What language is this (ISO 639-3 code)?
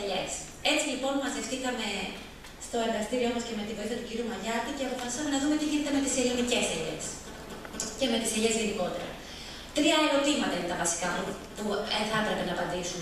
ell